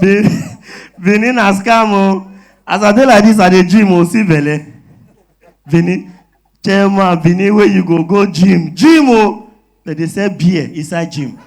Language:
Nigerian Pidgin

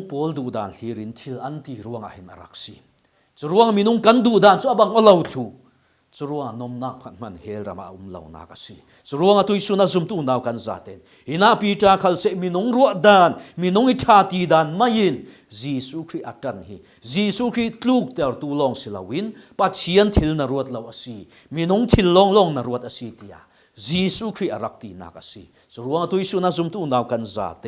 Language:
Falam Chin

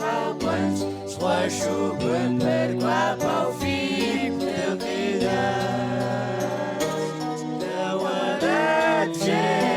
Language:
Kabardian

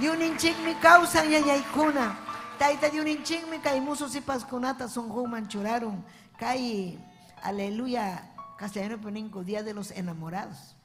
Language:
Ayacucho Quechua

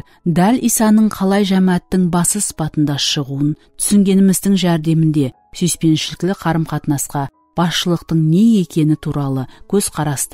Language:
Kara-Kalpak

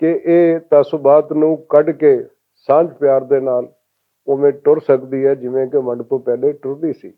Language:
Western Panjabi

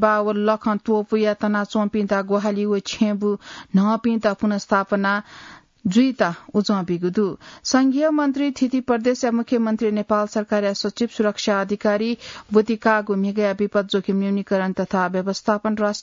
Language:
Newari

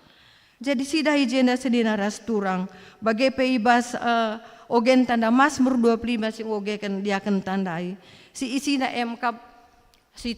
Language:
Batak Karo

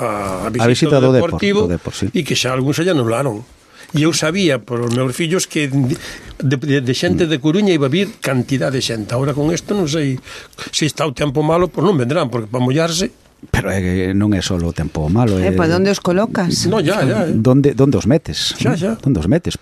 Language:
Galician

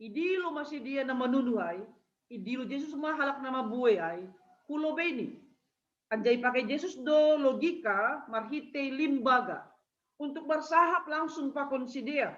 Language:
Batak Simalungun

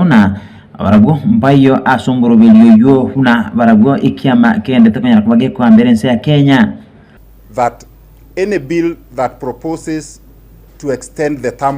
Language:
Gusii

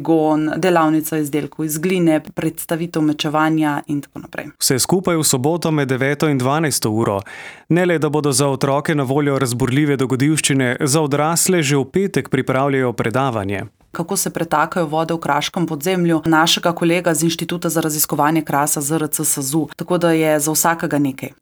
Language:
Slovenian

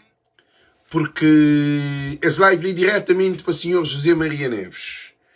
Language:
Kabuverdianu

